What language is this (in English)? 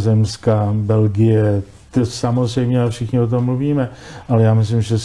Czech